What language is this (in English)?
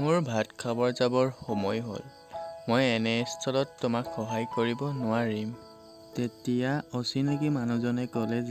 Assamese